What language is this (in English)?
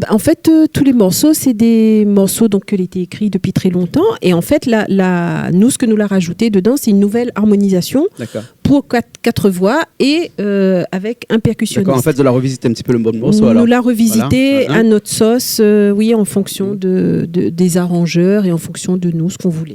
Réunion Creole French